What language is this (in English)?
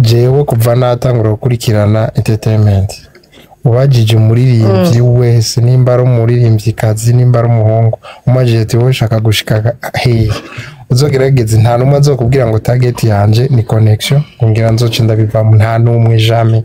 Rundi